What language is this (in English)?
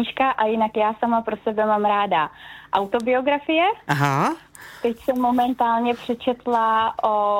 Czech